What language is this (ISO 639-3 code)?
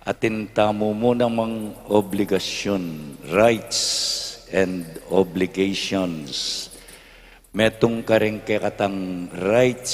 pam